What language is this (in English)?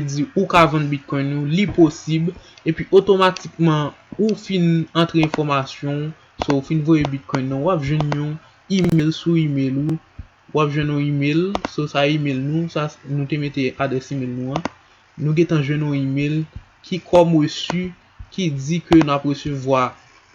Haitian Creole